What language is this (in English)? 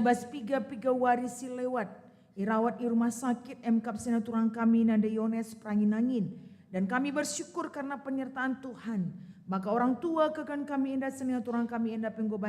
Batak Karo